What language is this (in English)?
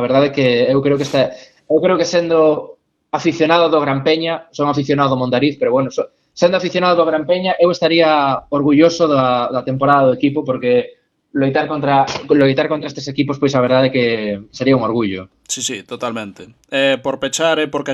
Galician